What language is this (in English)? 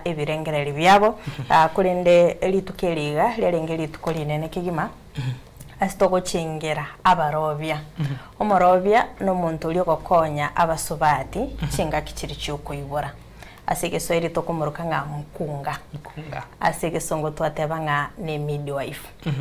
Gusii